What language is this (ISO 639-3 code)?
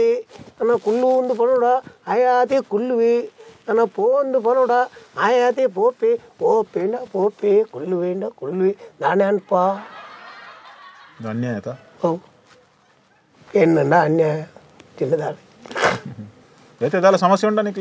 tcy